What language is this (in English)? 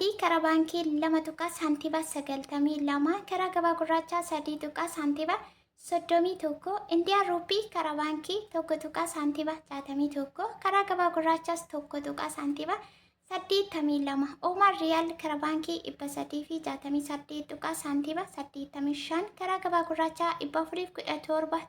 Oromo